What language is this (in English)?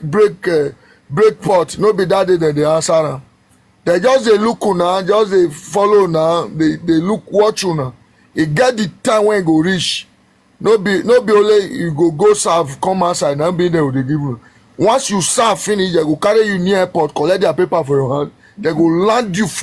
Nigerian Pidgin